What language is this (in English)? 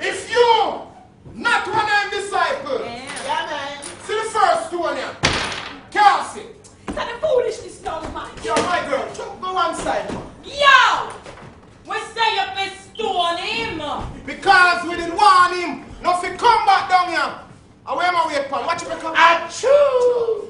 Jamaican Creole English